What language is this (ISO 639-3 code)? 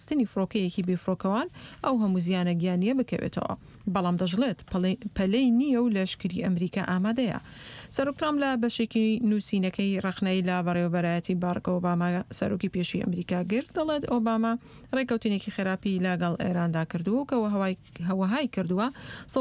ckb